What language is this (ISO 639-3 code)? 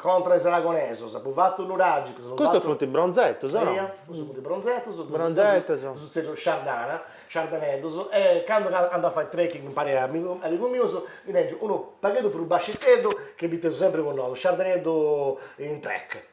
srd